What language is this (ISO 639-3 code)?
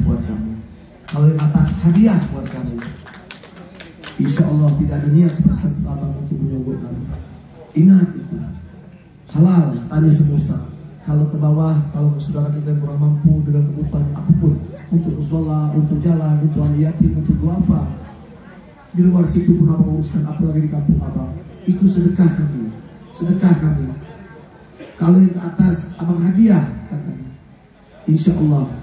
ind